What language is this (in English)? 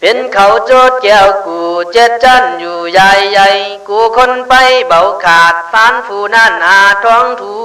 Khün